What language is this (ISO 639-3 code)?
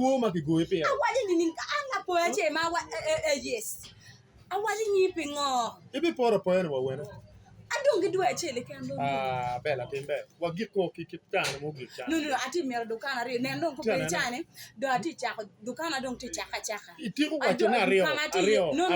ach